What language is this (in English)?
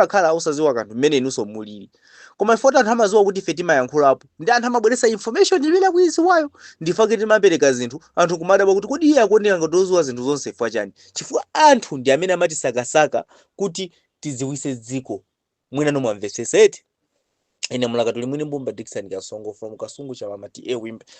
Nyanja